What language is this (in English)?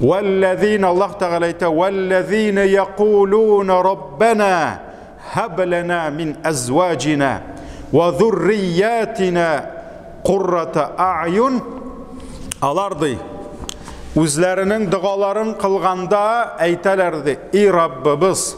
Tatar